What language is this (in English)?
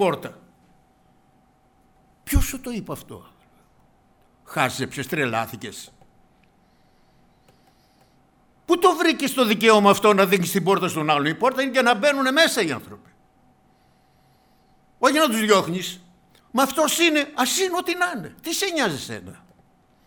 Greek